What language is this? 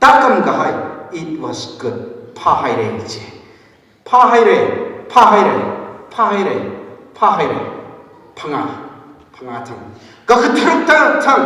Tangkhul Naga (India)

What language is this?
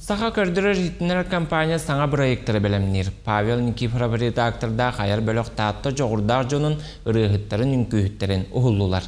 Yakut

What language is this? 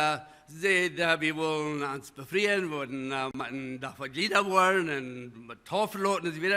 Plautdietsch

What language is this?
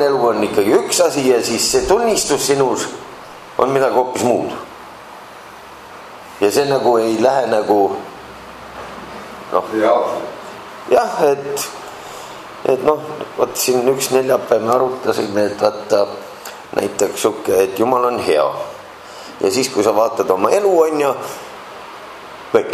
Estonian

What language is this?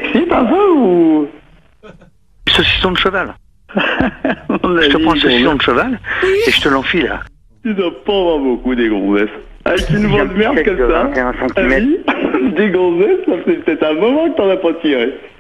French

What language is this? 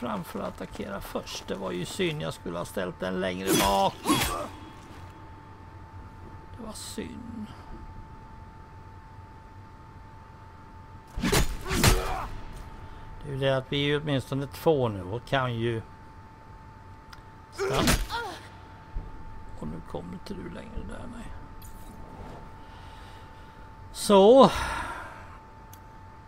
Swedish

